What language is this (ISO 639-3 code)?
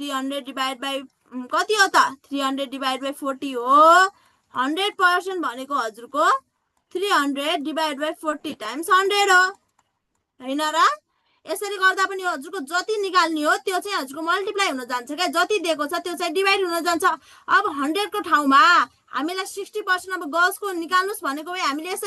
nep